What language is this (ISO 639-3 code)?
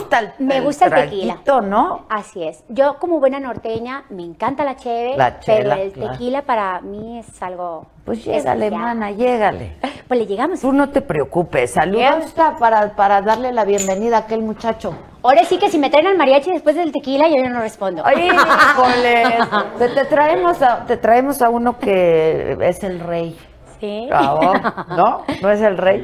spa